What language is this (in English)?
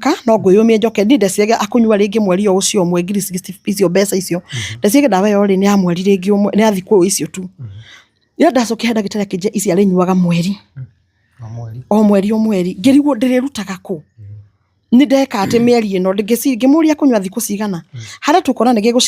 Kikuyu